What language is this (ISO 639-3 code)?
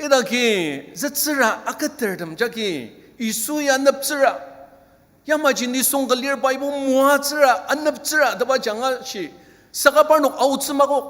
njo